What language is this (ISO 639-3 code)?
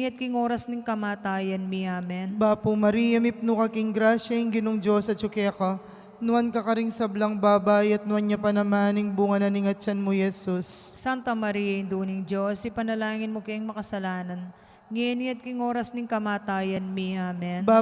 pam